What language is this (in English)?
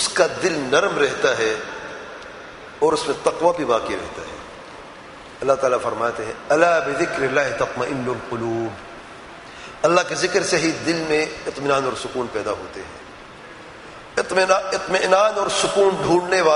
Urdu